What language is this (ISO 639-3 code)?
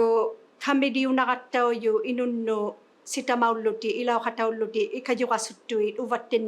iku